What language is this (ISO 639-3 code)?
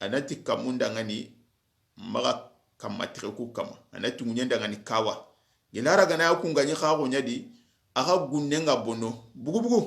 snk